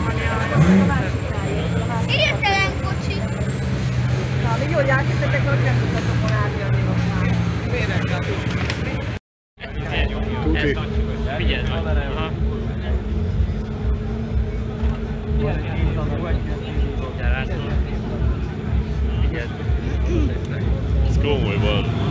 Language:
Hungarian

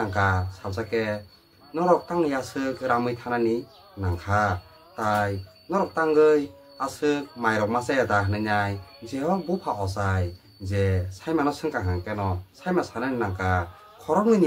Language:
Kok Borok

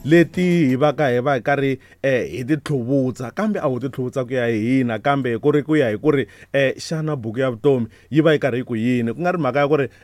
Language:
Tsonga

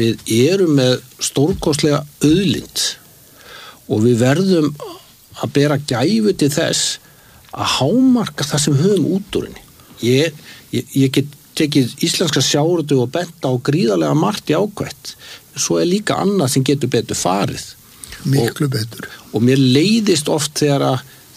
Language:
Icelandic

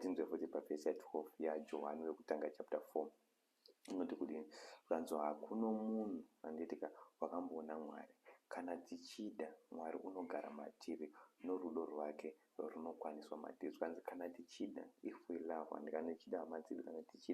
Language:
Shona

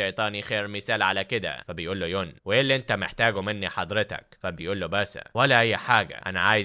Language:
Egyptian Arabic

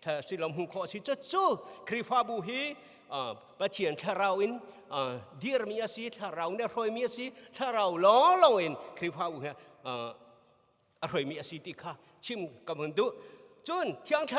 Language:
Hakha Chin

